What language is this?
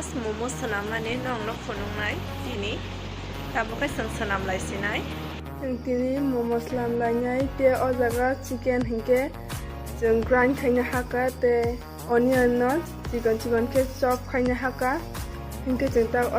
Kok Borok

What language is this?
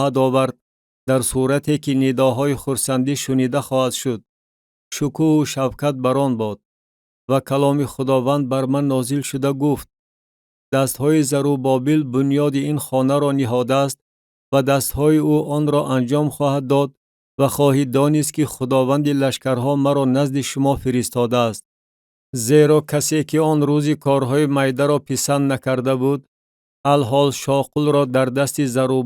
Tajik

